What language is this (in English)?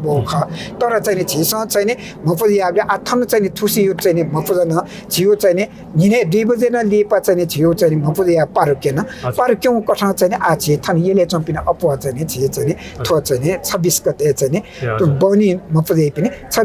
Newari